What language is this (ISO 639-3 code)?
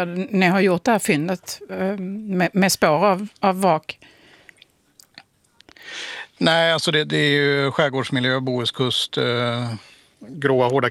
swe